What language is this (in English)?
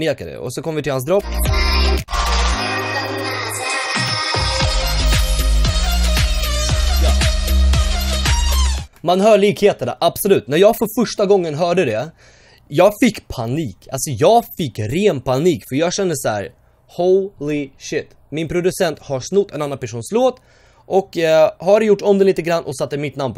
Swedish